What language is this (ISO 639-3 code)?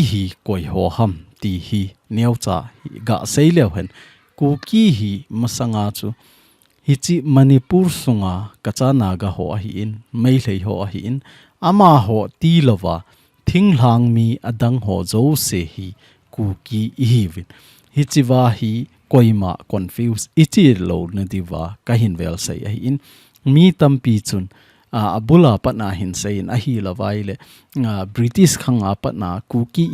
tcz